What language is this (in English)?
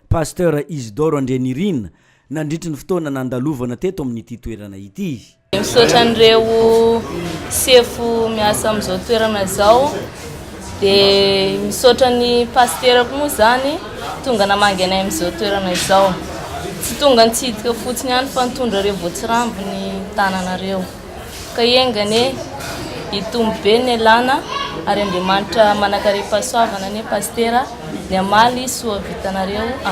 Malagasy